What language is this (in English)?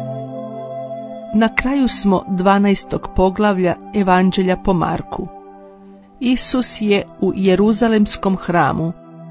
Croatian